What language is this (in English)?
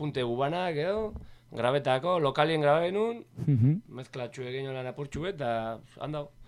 Basque